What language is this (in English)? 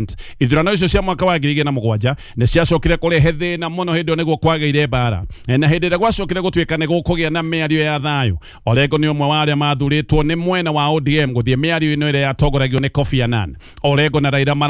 Kikuyu